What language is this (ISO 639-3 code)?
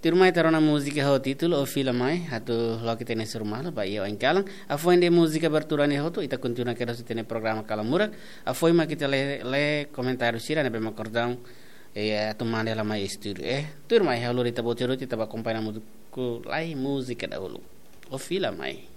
tet